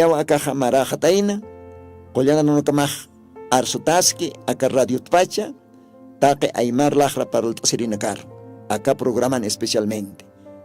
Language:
Aymara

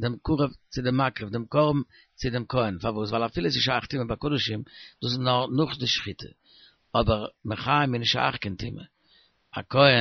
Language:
Yiddish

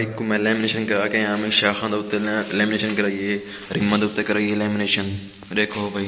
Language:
Saraiki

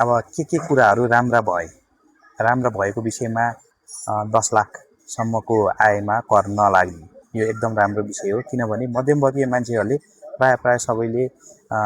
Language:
Nepali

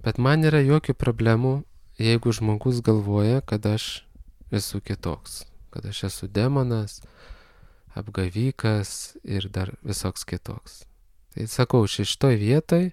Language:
Lithuanian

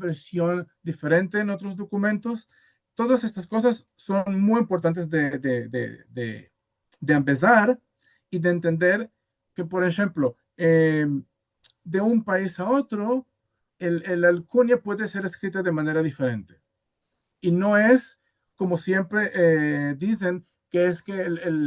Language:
Ladino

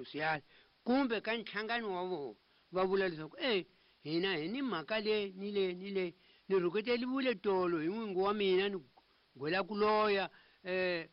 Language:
Tsonga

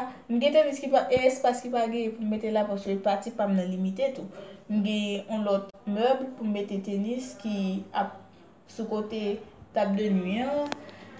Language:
Haitian Creole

